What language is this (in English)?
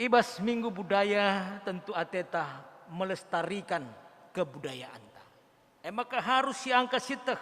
Batak Karo